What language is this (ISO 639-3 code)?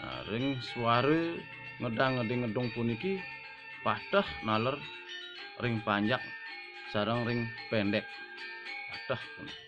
ban